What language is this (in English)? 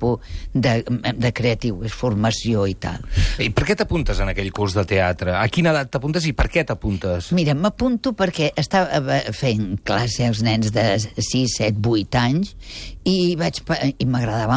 Catalan